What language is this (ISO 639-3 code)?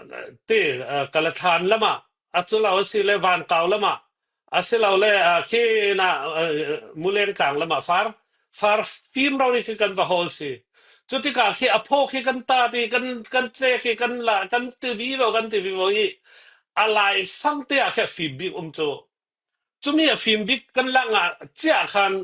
cfm